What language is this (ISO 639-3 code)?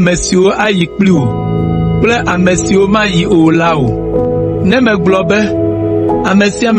ewe